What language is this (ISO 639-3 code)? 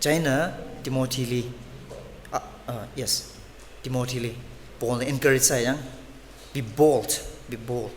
nmf